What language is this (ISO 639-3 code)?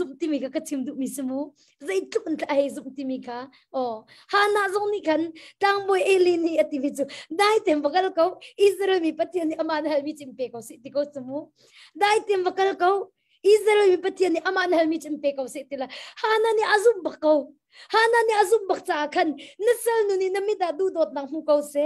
cnh